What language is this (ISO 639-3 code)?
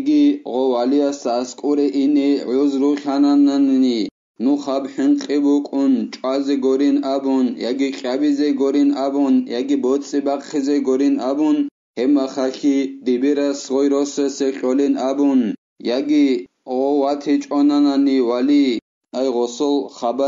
ava